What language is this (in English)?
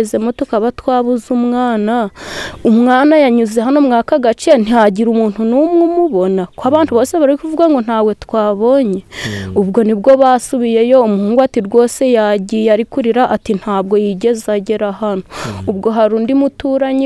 Kinyarwanda